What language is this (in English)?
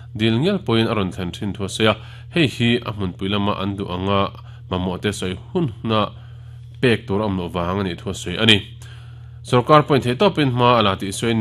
Mizo